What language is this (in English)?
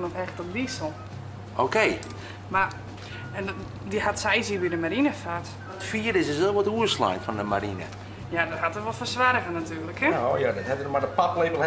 Western Frisian